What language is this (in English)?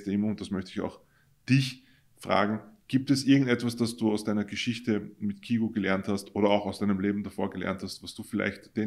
German